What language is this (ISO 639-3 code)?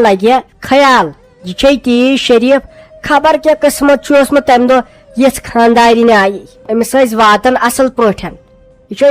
kas